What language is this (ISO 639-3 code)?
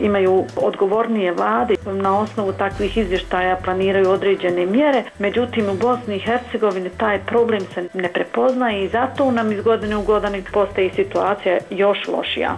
hrv